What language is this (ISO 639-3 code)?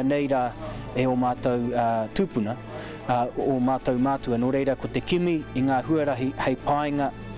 mri